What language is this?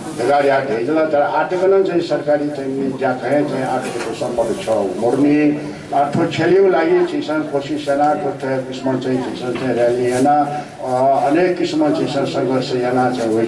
Newari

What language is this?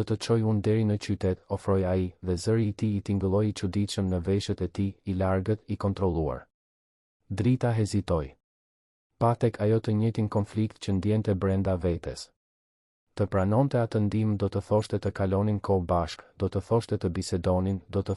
Albanian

